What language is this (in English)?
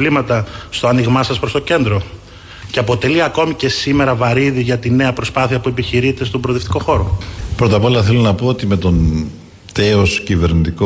Greek